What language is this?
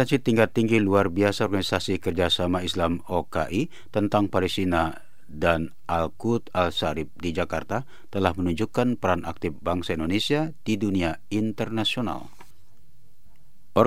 Indonesian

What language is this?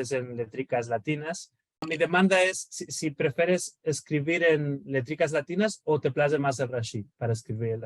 Ladino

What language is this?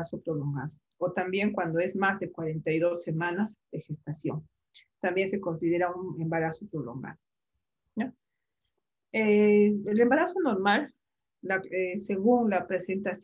Spanish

